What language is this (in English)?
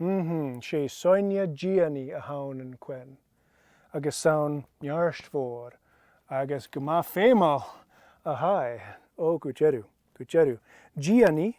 Scottish Gaelic